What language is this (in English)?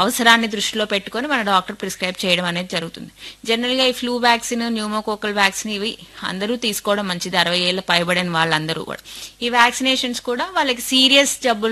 Telugu